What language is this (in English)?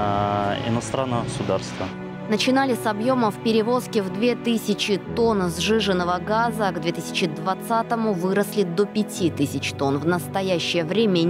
Russian